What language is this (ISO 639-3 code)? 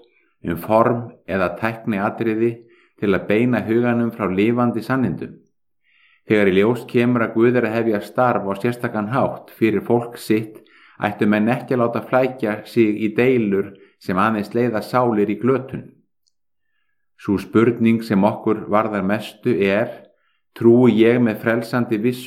isl